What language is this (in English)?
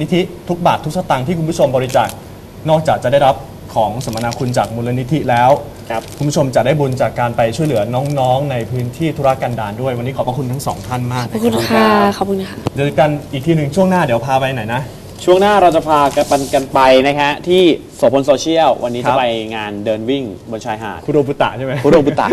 Thai